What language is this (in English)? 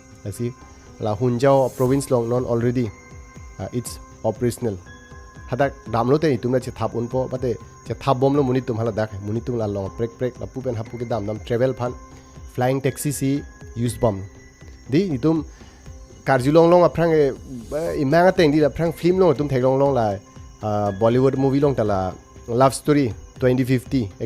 Karbi